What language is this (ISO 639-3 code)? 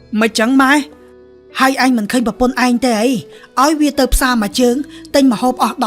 khm